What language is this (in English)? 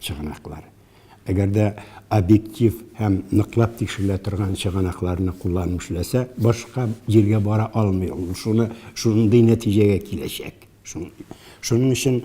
Tatar